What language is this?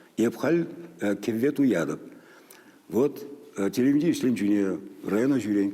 Chuvash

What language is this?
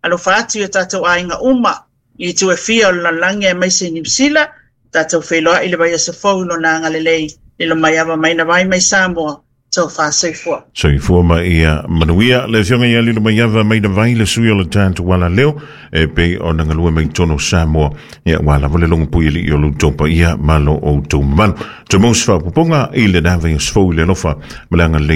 Samoan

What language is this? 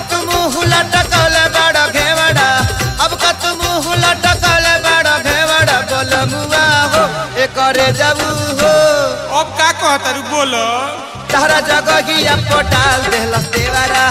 Bhojpuri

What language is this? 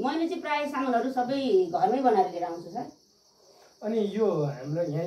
Nepali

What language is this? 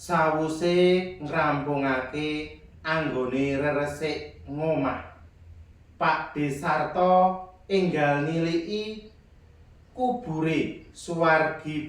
Javanese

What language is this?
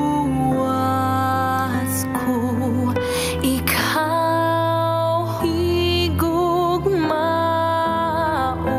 Cebuano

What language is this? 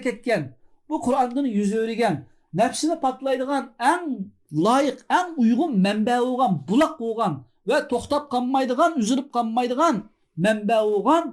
Uyghur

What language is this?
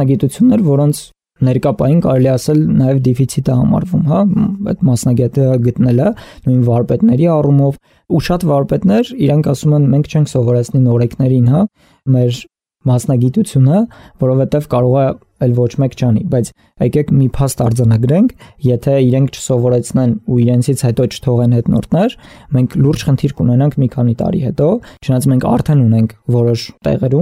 Armenian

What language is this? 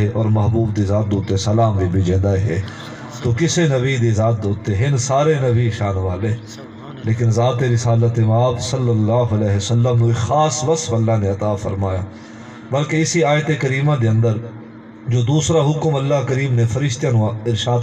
Saraiki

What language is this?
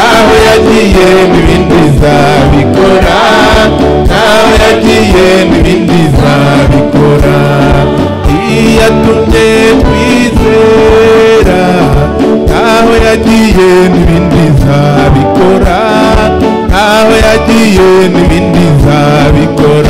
Kinyarwanda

